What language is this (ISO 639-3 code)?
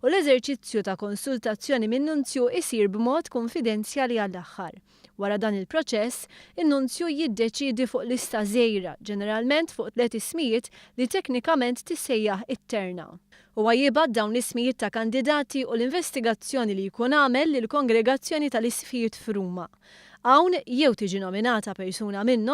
mlt